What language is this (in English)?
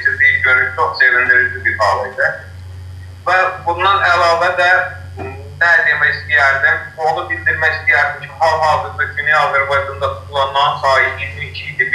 South Azerbaijani